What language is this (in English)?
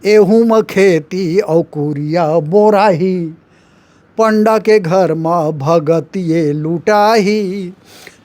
Chhattisgarhi